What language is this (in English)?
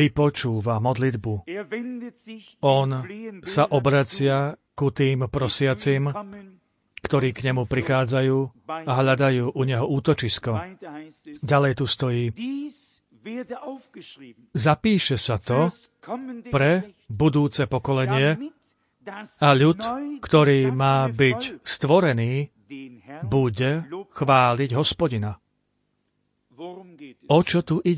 Slovak